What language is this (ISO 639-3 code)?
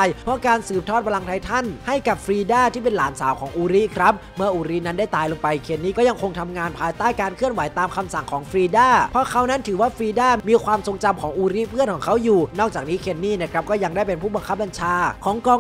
tha